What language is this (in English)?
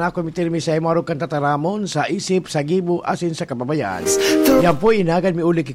Bikol